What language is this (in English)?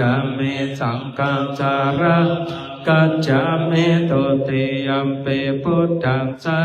Pali